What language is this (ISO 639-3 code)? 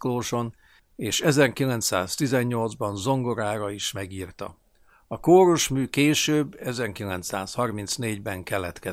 hun